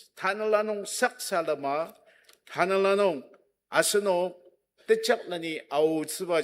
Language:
Ao Naga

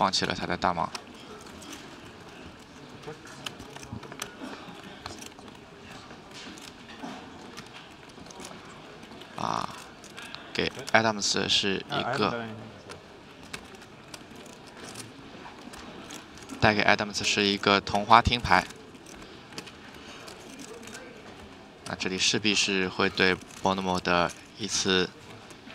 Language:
Chinese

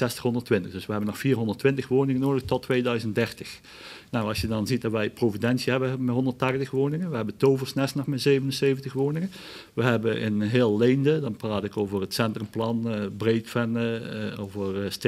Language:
Dutch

